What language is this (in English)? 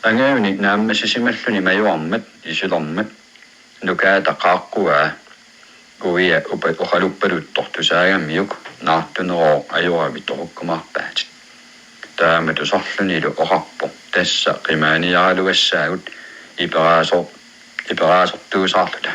Kalaallisut